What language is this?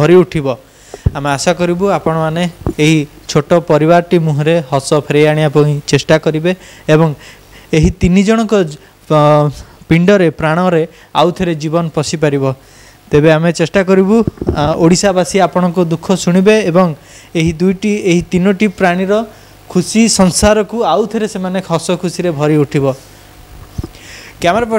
Odia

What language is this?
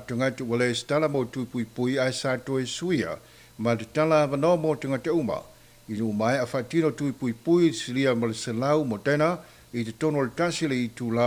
Samoan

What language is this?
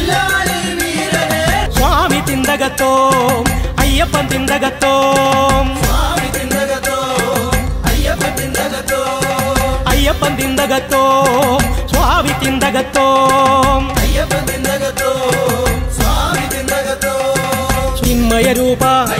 Malayalam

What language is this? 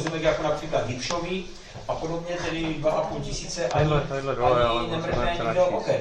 Czech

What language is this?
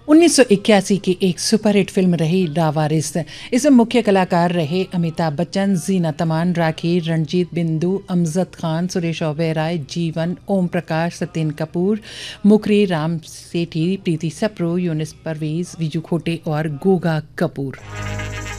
Hindi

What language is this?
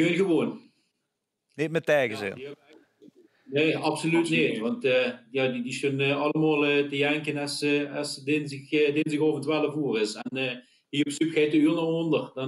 Limburgish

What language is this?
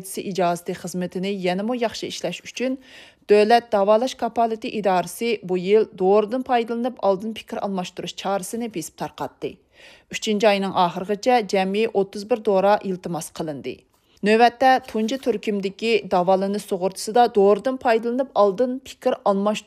Uyghur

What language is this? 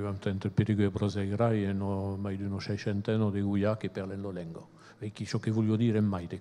Occitan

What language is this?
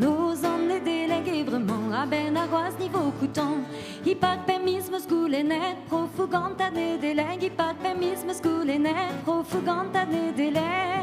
Breton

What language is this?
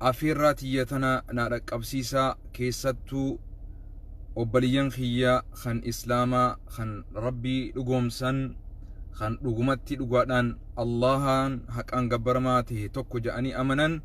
Oromo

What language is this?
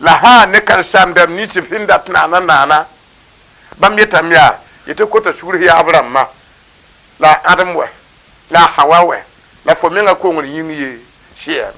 Mossi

